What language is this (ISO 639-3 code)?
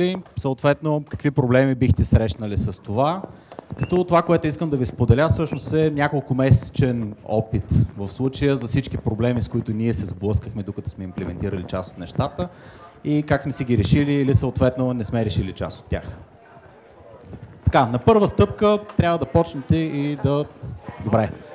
bul